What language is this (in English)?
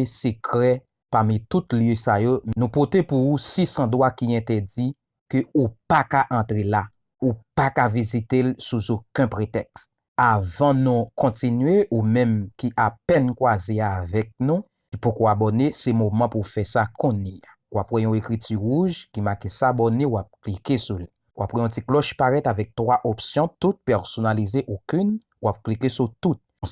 Haitian Creole